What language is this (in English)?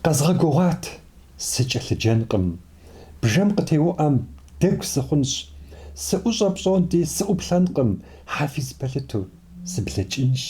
Kabardian